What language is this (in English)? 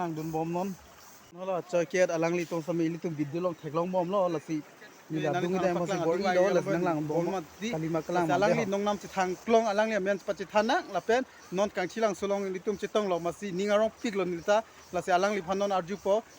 Karbi